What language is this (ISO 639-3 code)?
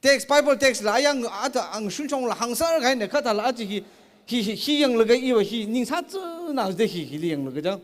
nmf